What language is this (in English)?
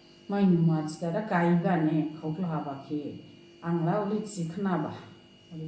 Dimasa